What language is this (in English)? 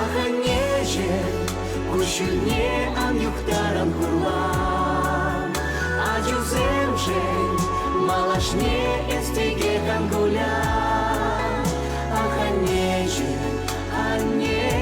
Chuvash